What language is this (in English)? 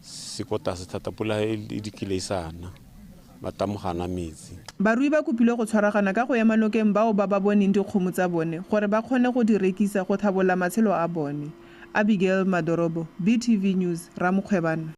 Tswana